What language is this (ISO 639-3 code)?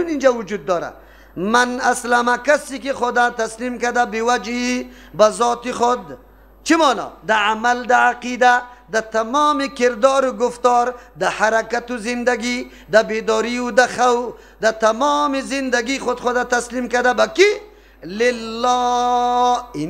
fas